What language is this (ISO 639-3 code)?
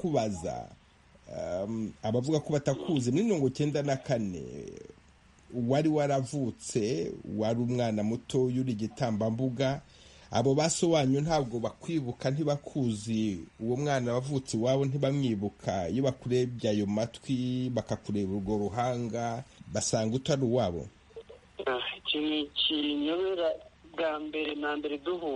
kin